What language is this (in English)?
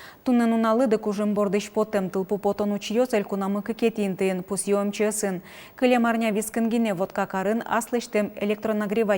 Udmurt